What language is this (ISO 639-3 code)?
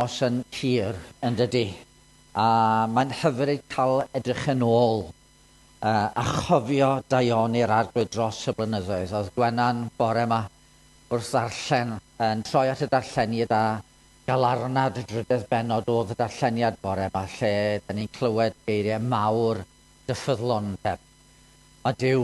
cym